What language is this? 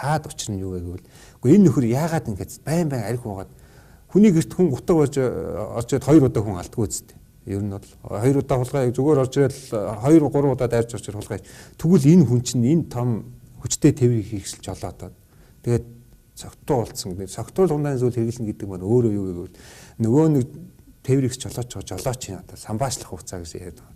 Mongolian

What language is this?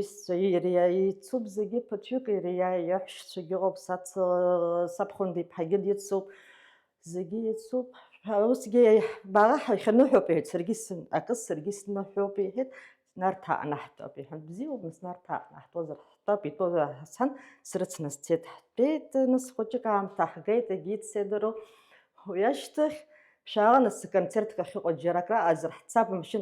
Abkhazian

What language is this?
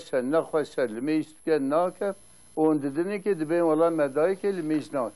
Kurdish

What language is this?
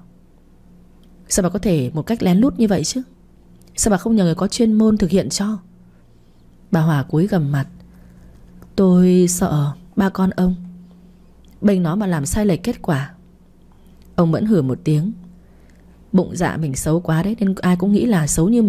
Vietnamese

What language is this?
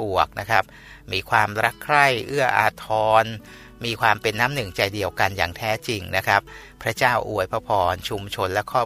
Thai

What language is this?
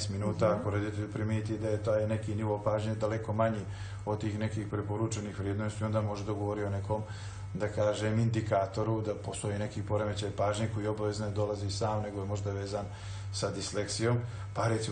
Serbian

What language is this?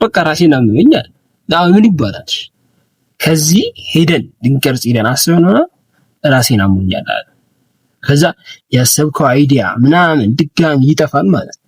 Amharic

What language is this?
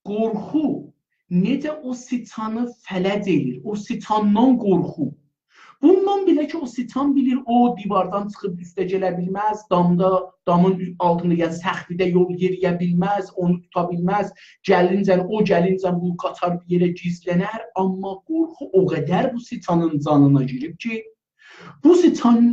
South Azerbaijani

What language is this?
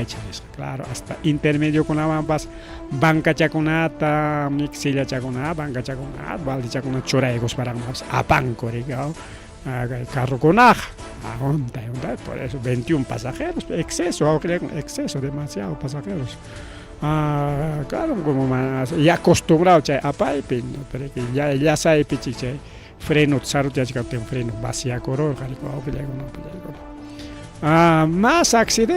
Ayacucho Quechua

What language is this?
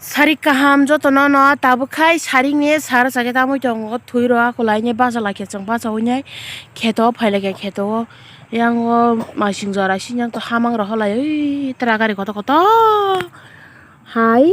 Kok Borok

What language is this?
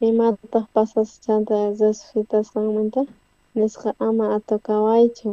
South Bolivian Quechua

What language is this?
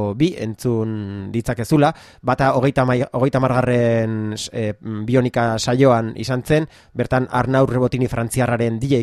Basque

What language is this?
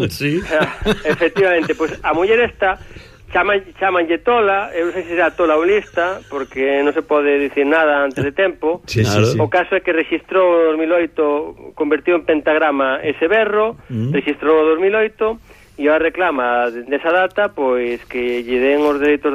Galician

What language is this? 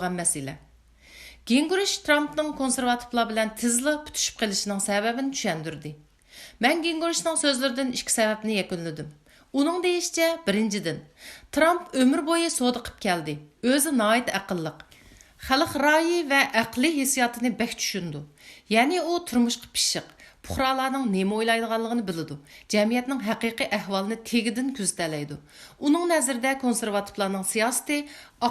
Uyghur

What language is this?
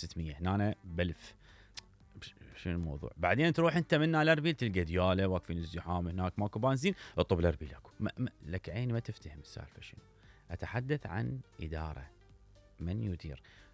Mesopotamian Arabic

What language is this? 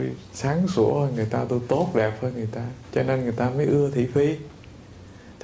Vietnamese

